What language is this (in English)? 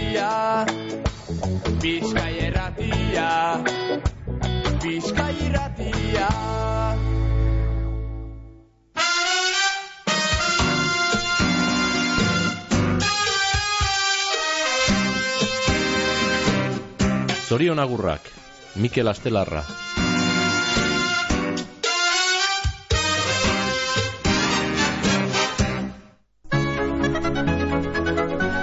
Basque